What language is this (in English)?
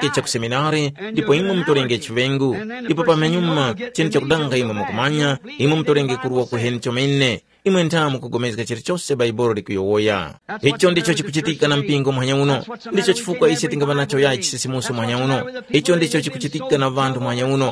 Tumbuka